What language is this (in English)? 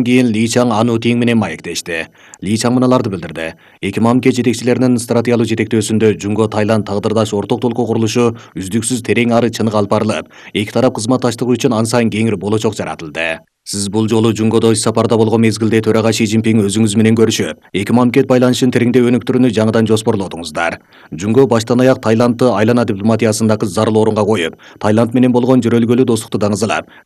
Kyrgyz